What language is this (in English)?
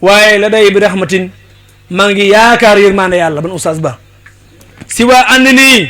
Wolof